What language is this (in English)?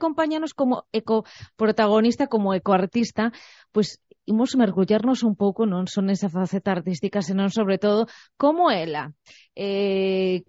Galician